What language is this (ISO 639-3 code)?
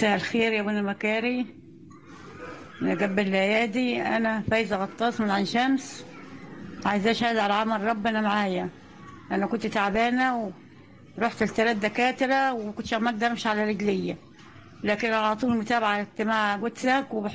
arz